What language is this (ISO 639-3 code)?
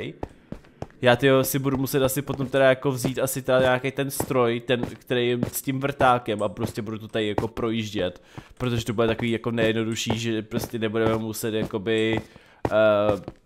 ces